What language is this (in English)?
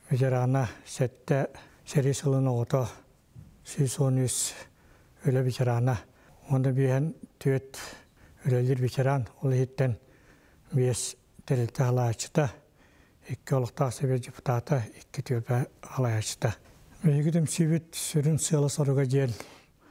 Yakut